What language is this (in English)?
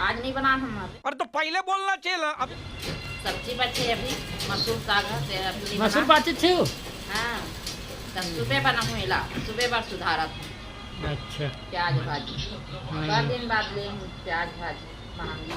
Chhattisgarhi